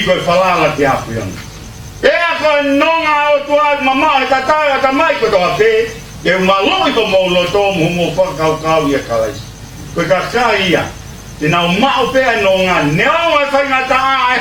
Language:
Tongan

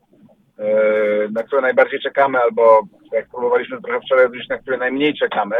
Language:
Polish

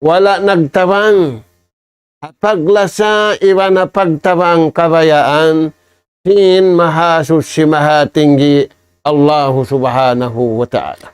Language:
Tausug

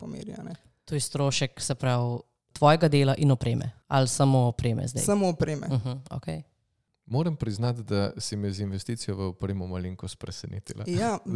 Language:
Slovenian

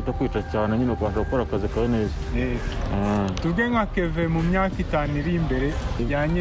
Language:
Kinyarwanda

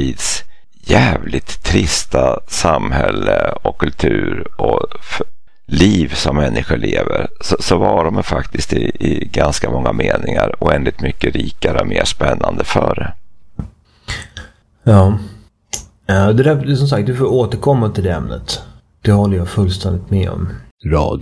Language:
Swedish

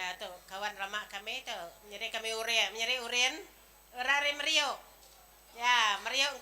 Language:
Iban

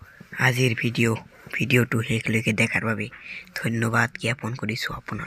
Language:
Assamese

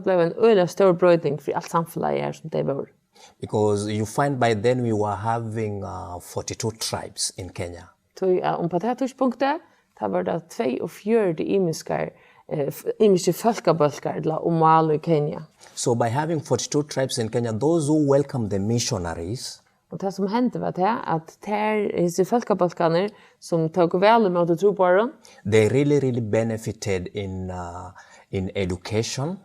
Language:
Faroese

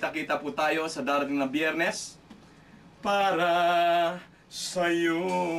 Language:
Filipino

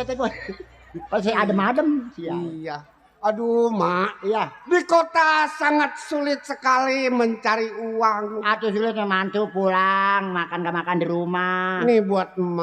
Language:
Betawi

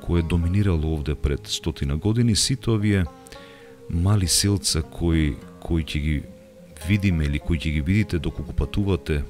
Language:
Macedonian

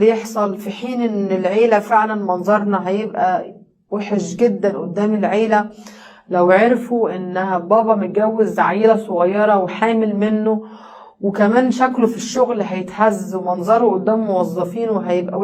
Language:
Egyptian Arabic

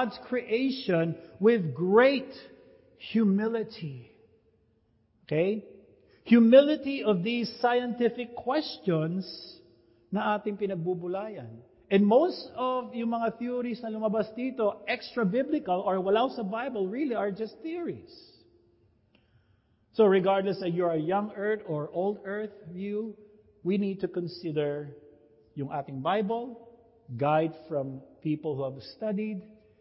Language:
Filipino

